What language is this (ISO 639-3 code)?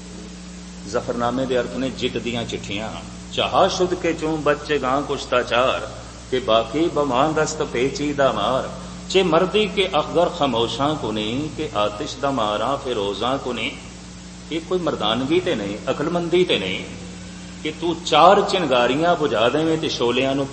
pan